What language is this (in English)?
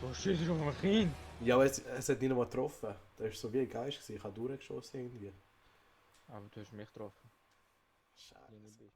Swiss German